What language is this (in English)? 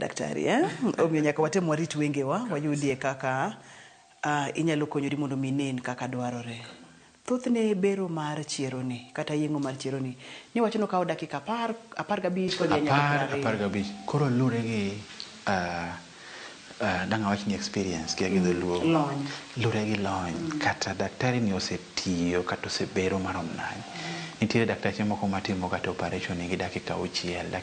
Luo (Kenya and Tanzania)